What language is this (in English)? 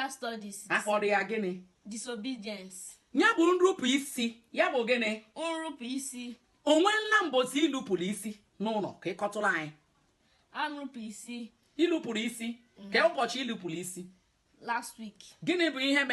Igbo